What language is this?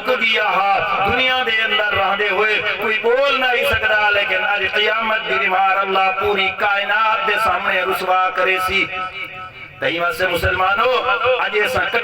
Saraiki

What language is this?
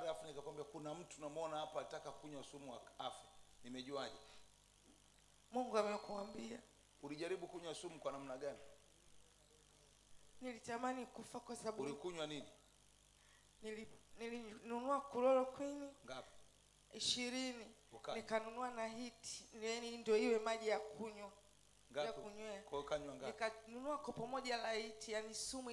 Swahili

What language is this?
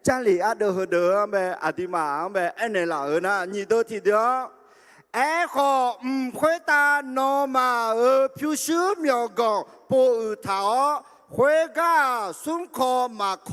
Akha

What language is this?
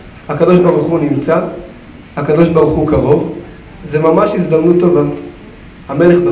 Hebrew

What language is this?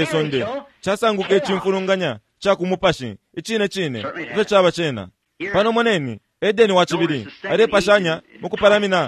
Bemba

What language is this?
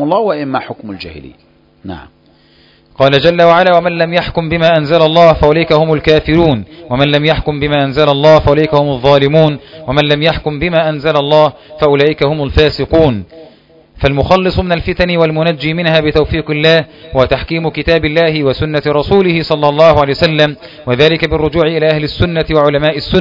Arabic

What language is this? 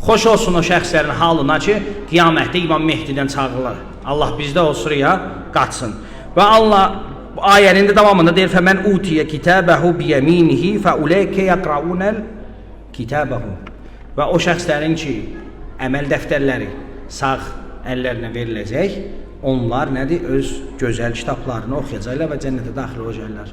Azerbaijani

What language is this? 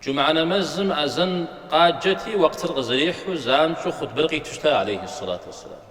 Kabardian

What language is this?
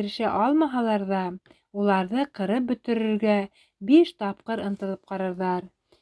Bashkir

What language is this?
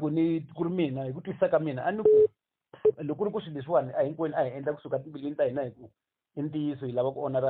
Tsonga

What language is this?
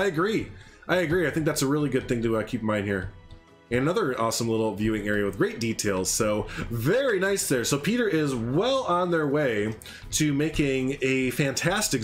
English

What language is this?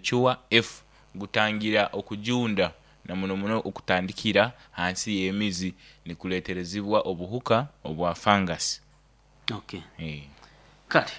Nyoro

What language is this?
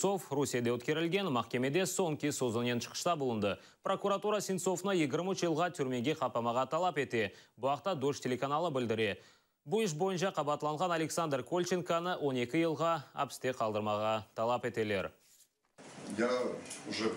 Crimean Tatar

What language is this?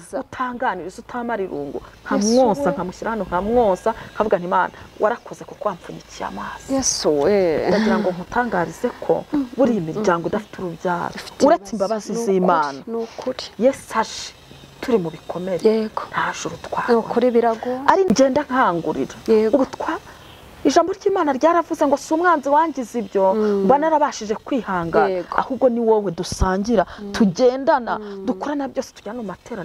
Kinyarwanda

